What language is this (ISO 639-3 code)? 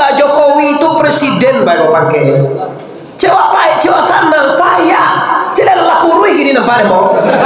min